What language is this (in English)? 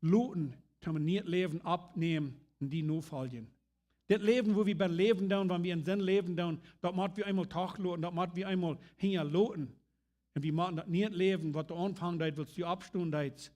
Plautdietsch